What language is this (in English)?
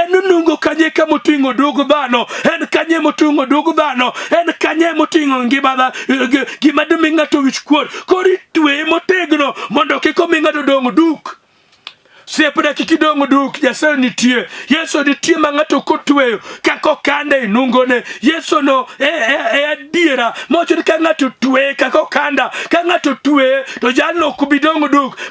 Luo (Kenya and Tanzania)